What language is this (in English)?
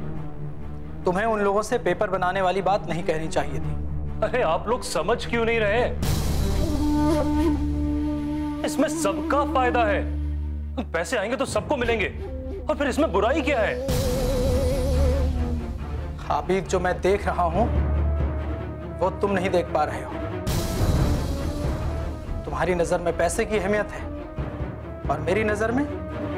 Hindi